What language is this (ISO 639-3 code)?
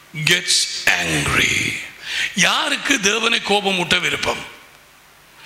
tam